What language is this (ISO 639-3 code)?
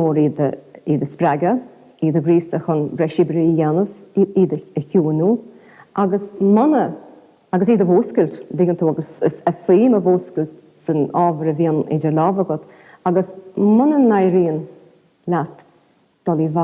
gle